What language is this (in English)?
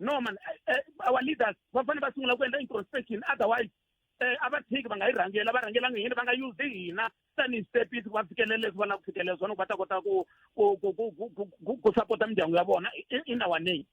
Tsonga